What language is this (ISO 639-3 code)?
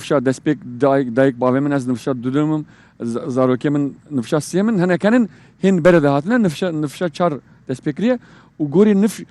kur